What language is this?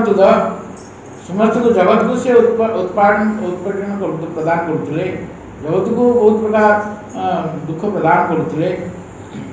Odia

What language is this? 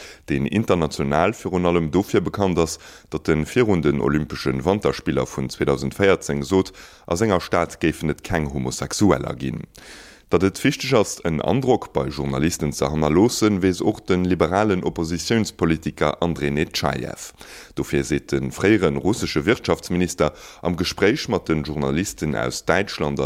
Luxembourgish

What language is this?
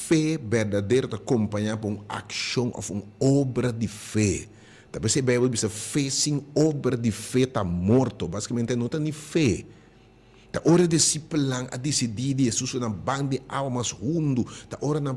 Papiamento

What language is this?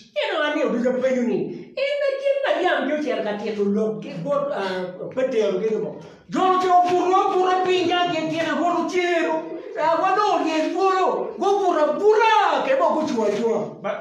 Acoli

